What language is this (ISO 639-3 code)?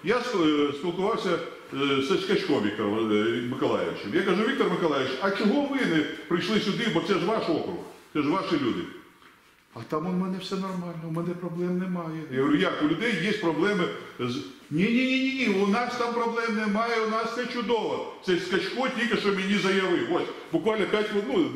ukr